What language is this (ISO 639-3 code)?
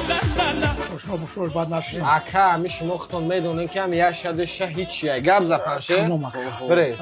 tgk